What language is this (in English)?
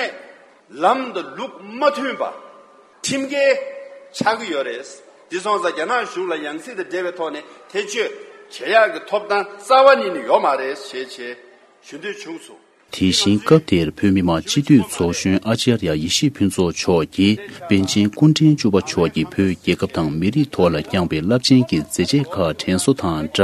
Tibetan